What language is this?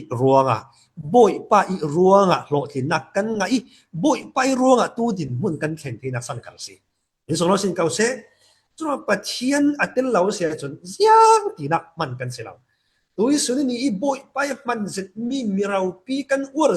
Falam Chin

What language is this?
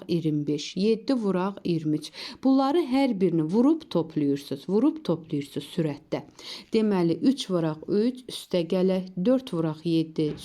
Azerbaijani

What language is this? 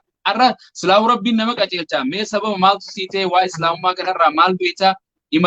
Oromo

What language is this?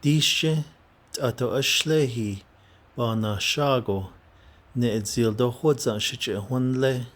Navajo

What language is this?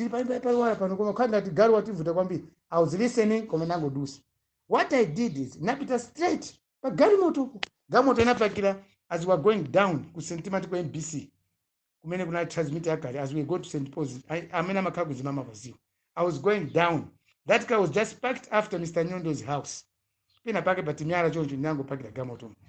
Nyanja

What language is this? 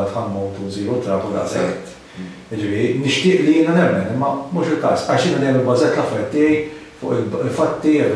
Maltese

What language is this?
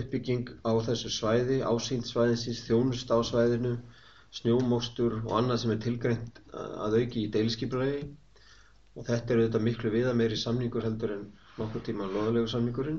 Icelandic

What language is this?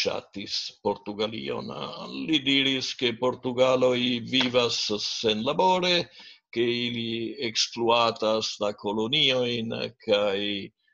Esperanto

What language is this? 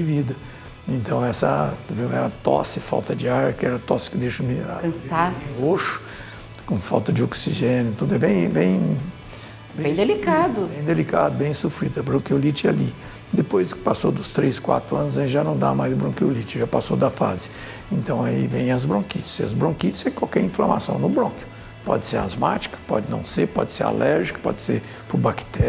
Portuguese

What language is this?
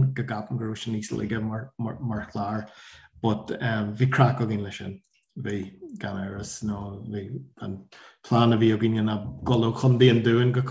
Irish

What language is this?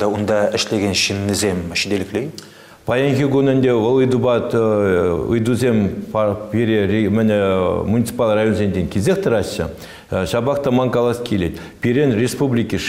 Chuvash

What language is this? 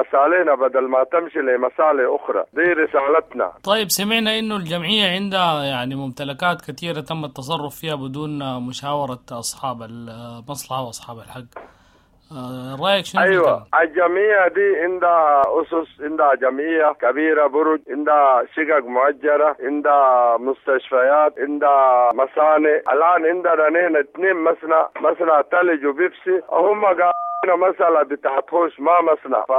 Sudanese Arabic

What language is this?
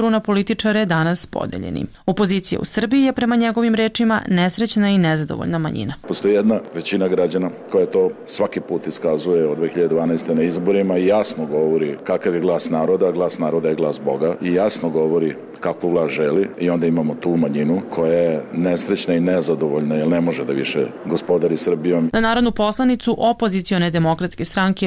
Serbian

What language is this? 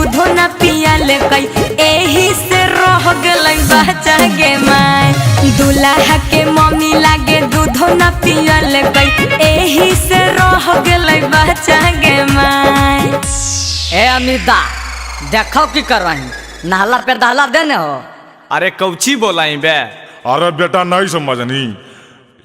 Magahi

